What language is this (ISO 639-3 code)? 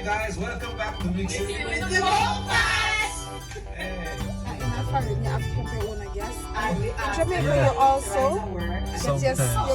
jam